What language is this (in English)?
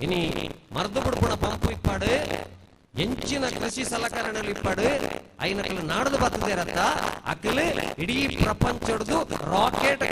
Tulu